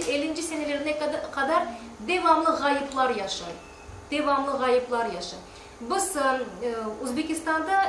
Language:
Crimean Tatar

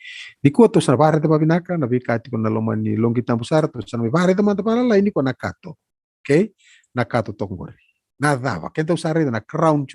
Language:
Fijian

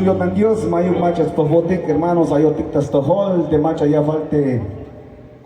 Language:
Tzeltal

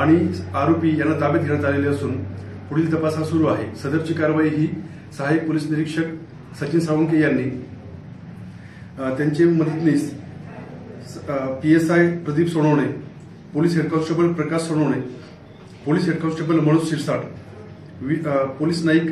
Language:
Marathi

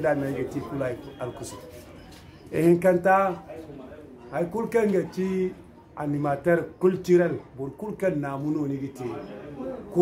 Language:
Zarma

